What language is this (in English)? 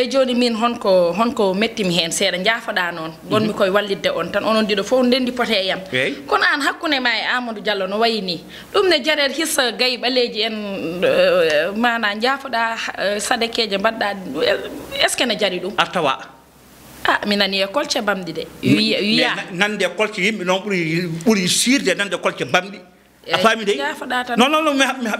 Fula